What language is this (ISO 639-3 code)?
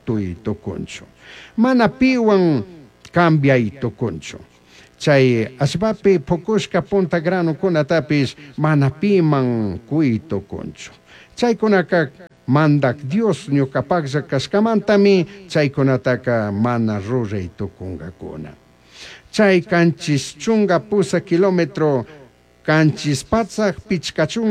qug